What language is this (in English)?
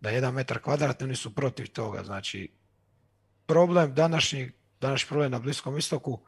Croatian